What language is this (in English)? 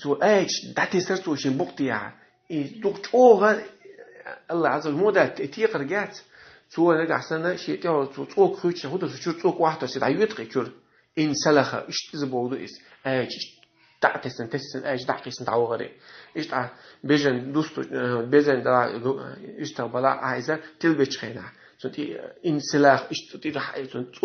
Chechen